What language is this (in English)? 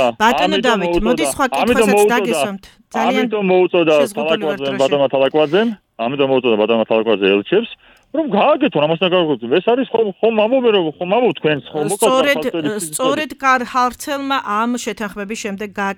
Georgian